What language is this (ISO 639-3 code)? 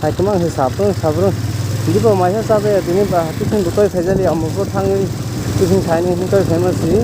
trp